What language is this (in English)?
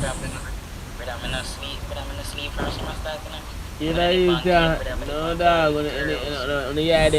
Jamaican Creole English